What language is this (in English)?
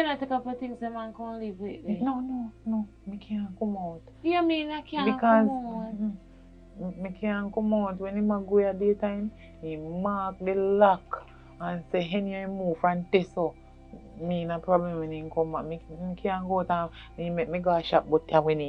Jamaican Creole English